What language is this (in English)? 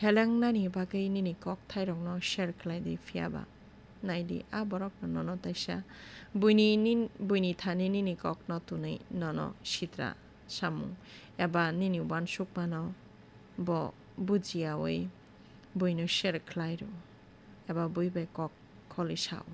Kok Borok